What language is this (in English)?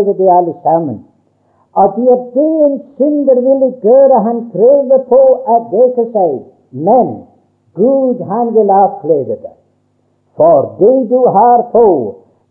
Norwegian